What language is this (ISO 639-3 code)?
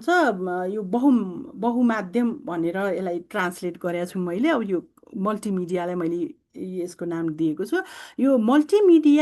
nep